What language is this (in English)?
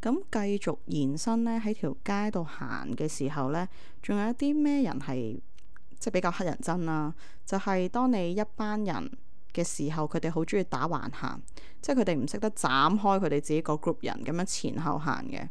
Cantonese